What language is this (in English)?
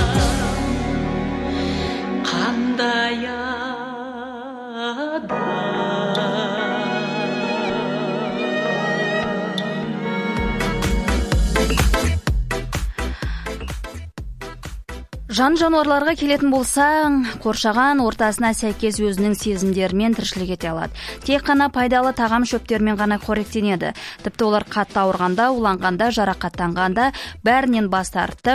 Kazakh